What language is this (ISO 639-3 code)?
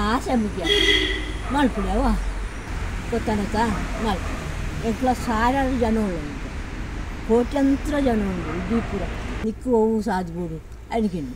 kan